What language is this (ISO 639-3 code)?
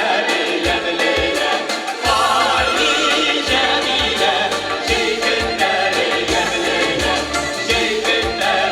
tat